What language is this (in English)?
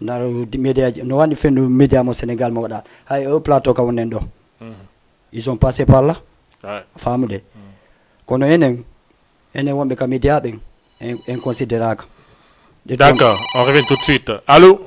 Fula